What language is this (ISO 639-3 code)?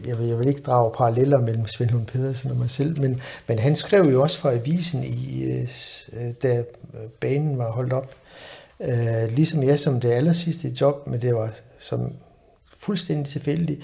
dan